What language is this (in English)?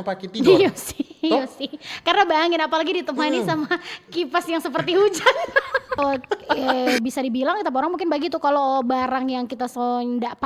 Manado Malay